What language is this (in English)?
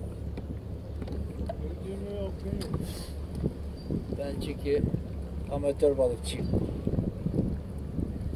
Turkish